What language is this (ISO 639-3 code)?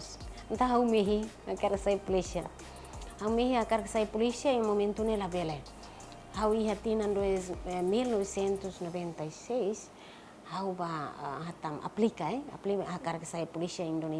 tet